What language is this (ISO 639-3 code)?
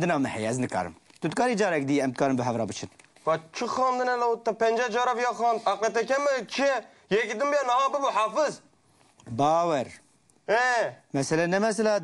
kur